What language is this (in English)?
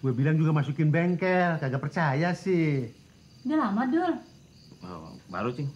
Betawi